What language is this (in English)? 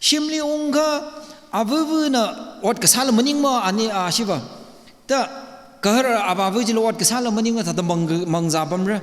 Tangkhul Naga (India)